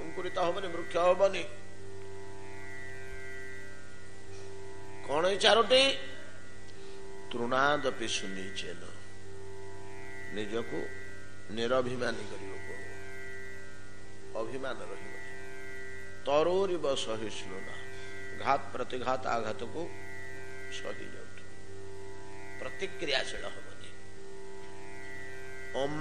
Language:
Odia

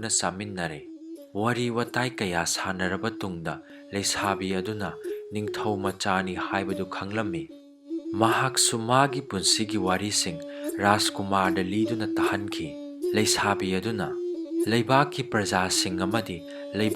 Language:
Manipuri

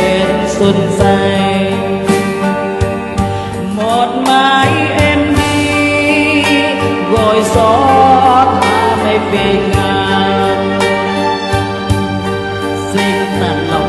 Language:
Vietnamese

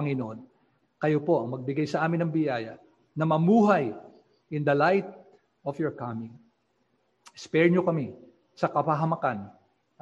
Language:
Filipino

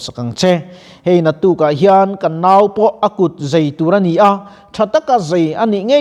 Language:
Mizo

